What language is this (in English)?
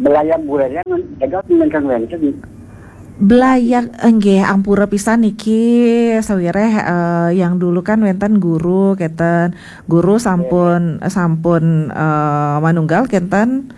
Balinese